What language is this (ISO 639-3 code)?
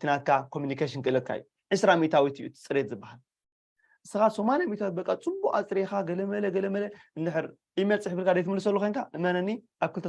tir